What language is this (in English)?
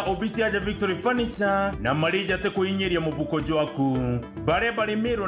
Meru